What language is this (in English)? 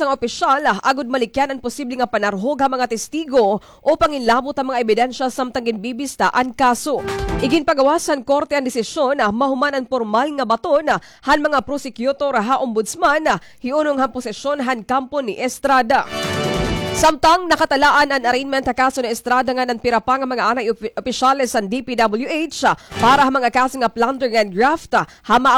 Waray